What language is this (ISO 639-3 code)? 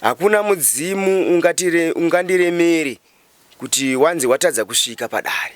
sna